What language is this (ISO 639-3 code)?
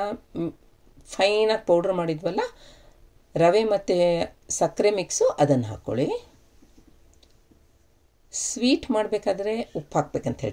kan